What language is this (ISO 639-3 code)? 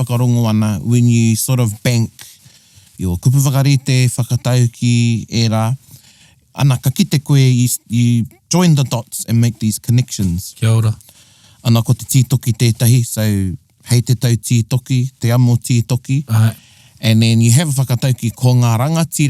mri